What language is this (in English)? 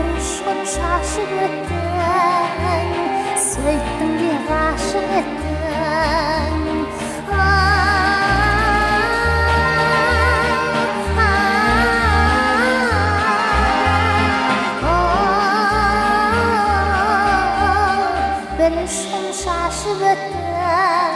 Kazakh